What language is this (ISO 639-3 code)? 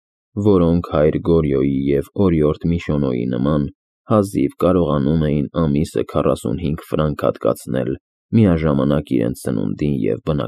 hye